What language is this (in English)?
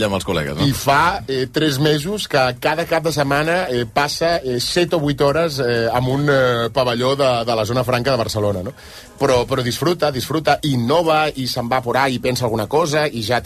Catalan